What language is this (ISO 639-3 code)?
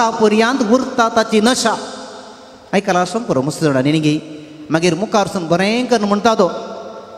kok